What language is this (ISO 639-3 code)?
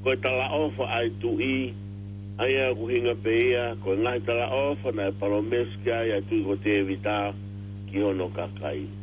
ton